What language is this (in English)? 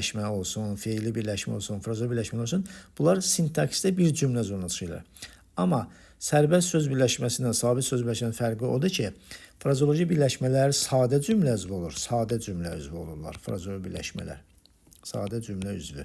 Azerbaijani